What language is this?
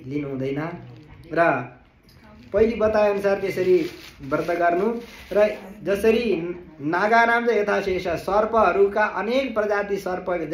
Nepali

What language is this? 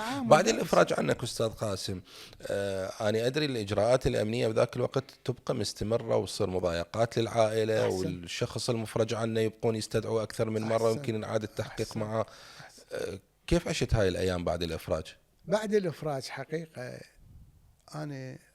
Mesopotamian Arabic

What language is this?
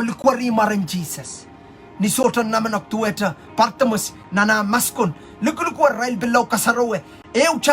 Pohnpeian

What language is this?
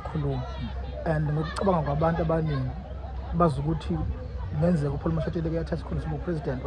Zulu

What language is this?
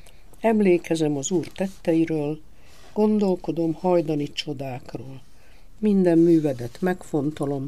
Hungarian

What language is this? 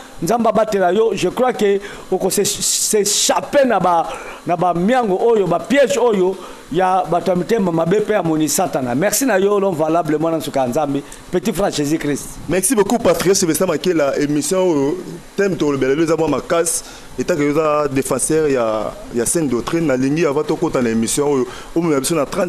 Lingala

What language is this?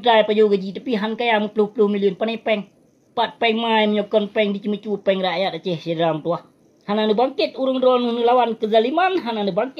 Achinese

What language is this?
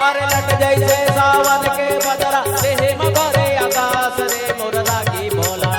Chhattisgarhi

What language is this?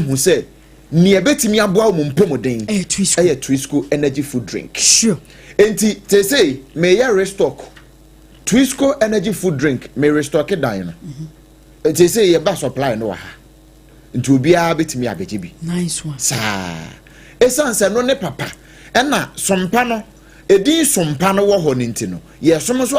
Akan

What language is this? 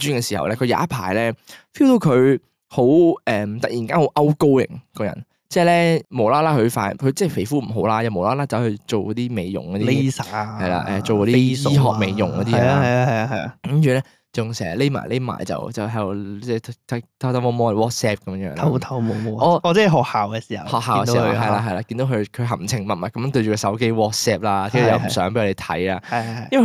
Cantonese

